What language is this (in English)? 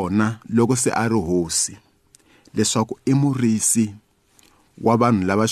Tsonga